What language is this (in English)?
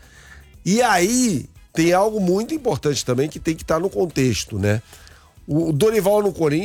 Portuguese